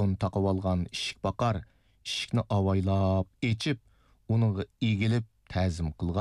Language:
Uyghur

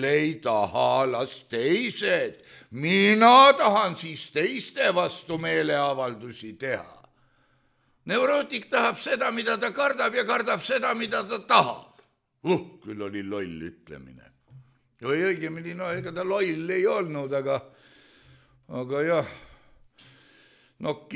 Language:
Estonian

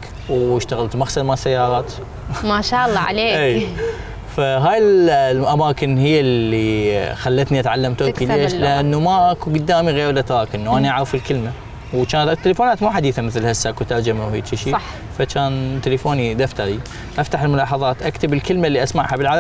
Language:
Mesopotamian Arabic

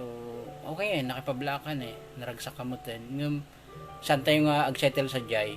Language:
Iloko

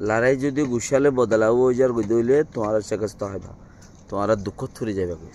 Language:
Rohingya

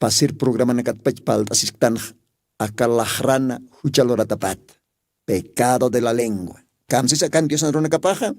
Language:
Aymara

